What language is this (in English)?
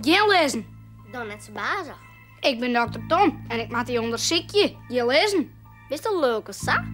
Western Frisian